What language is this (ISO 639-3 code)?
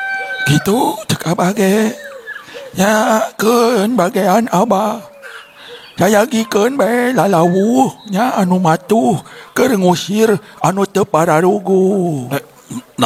sun